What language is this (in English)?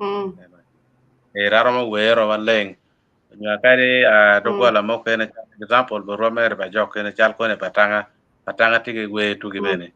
Acoli